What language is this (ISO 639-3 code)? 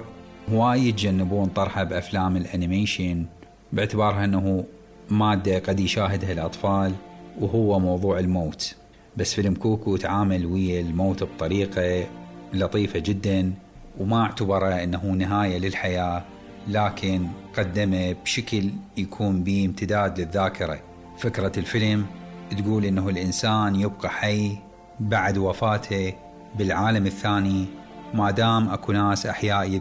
acm